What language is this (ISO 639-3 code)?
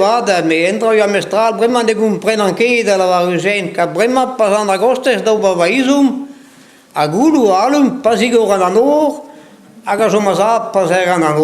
bre